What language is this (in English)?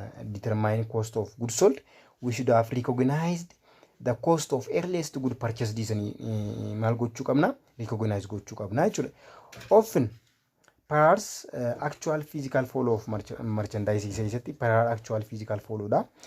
Oromo